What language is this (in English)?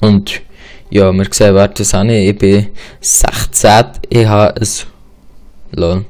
Swiss German